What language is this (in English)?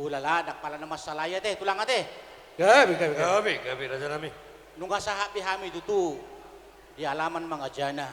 Batak Toba